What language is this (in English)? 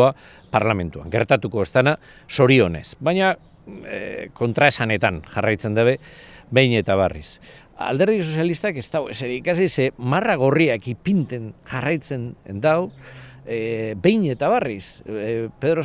Basque